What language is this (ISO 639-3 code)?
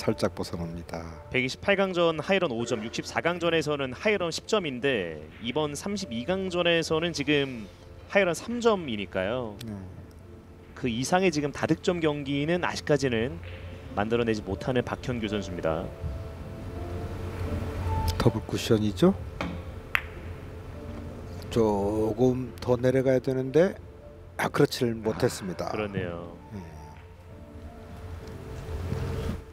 kor